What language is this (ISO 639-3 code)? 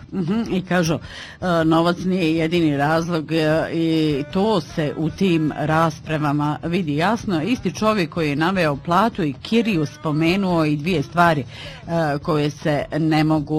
bos